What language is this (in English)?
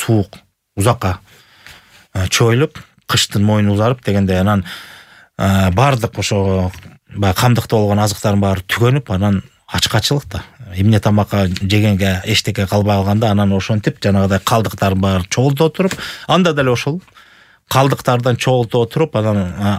Kyrgyz